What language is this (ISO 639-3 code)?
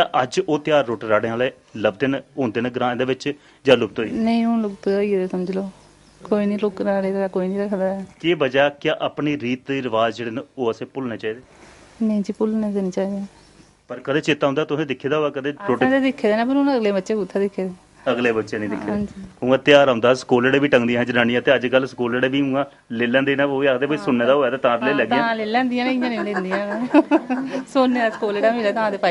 doi